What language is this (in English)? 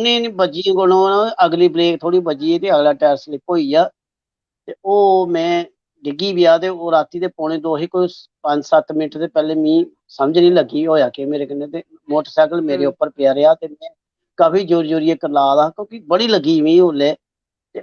Dogri